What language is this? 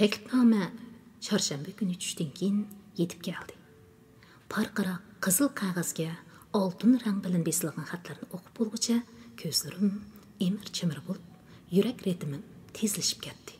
Uyghur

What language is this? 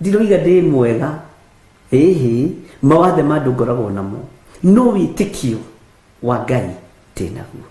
Kikuyu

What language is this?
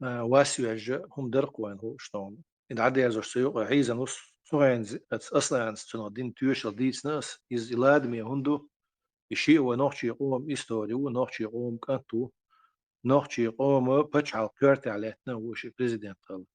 Chechen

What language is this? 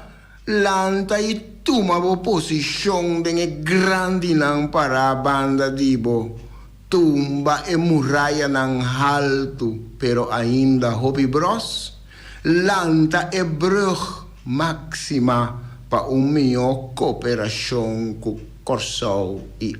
Papiamento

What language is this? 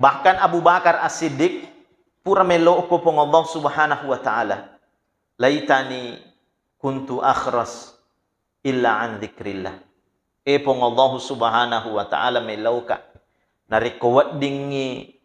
Buginese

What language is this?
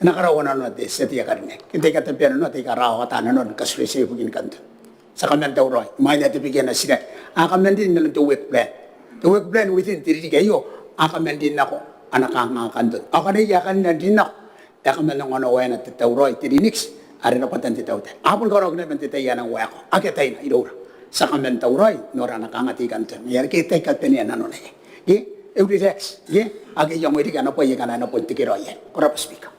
Gilbertese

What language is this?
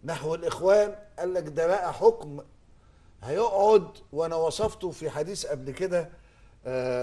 Egyptian Arabic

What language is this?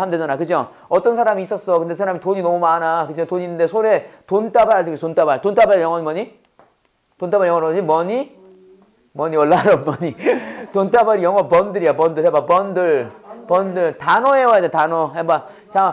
Korean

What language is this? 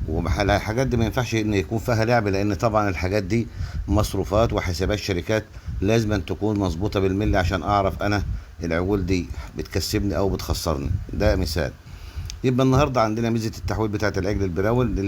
Egyptian Arabic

